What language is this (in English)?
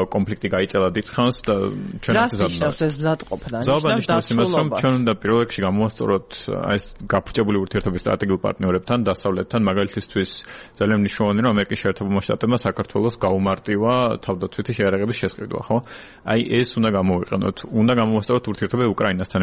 Georgian